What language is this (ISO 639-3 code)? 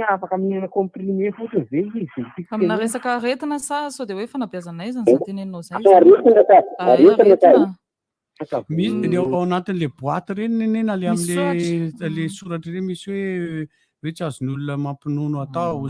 mlg